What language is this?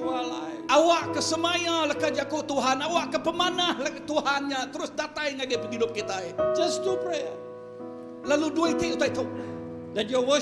Iban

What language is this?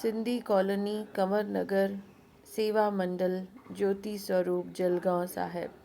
Sindhi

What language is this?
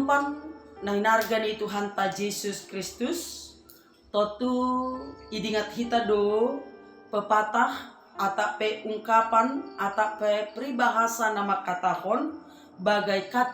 Batak Simalungun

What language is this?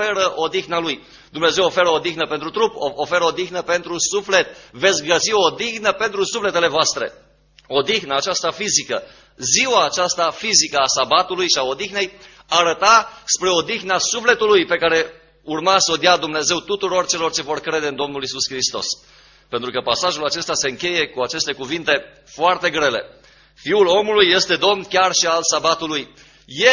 Romanian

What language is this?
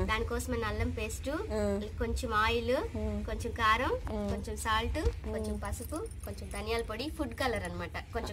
Telugu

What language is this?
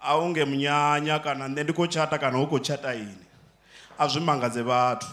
Venda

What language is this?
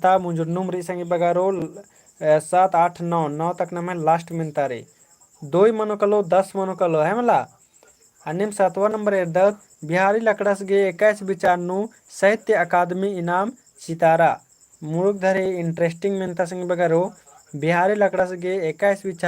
Kurukh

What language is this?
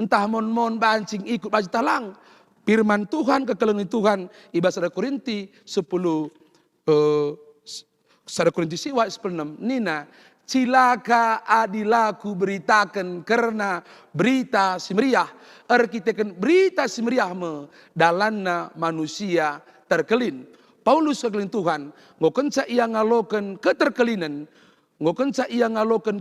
Batak Karo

